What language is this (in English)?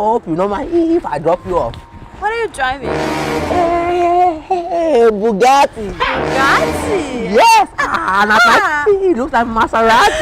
Nigerian Pidgin